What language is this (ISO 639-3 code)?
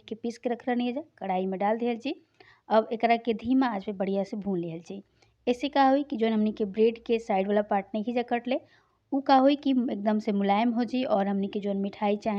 bho